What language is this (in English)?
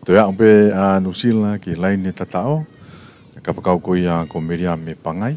Tongan